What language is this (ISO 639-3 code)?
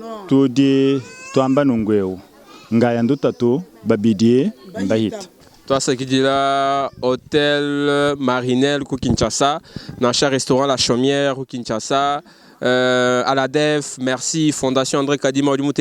lua